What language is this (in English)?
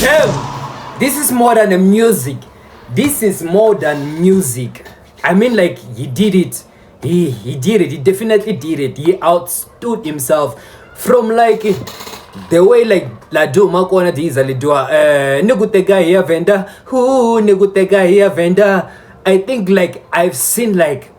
Tsonga